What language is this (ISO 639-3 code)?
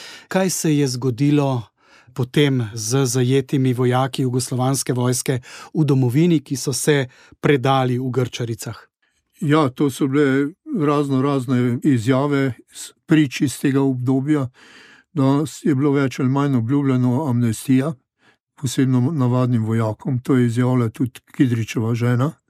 slv